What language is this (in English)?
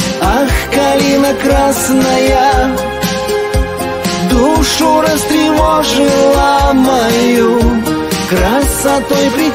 Russian